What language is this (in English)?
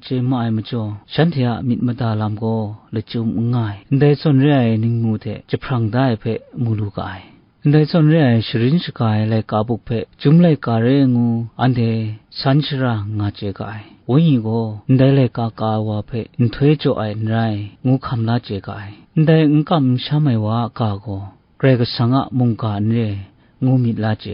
Kachin